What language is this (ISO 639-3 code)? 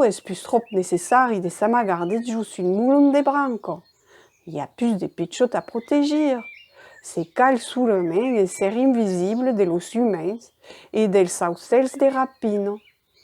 oci